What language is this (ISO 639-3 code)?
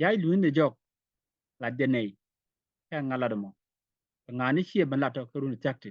nus